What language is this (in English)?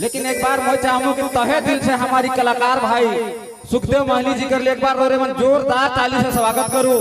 Sadri